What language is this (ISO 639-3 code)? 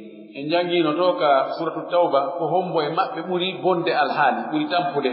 fuf